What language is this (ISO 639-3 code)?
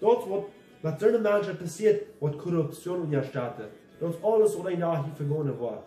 pdt